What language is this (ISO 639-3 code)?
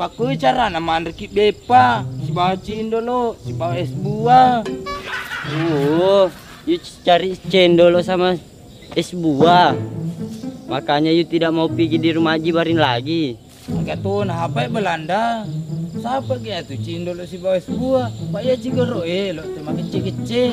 bug